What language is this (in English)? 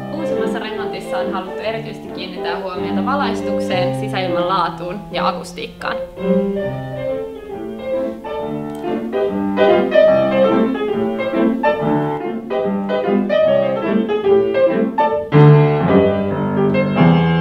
Finnish